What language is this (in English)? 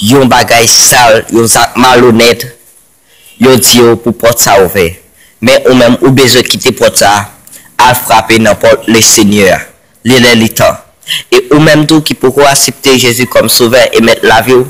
Haitian Creole